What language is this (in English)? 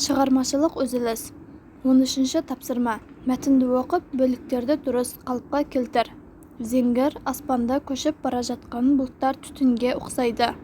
Kazakh